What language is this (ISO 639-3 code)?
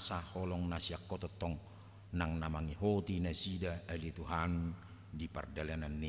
bbc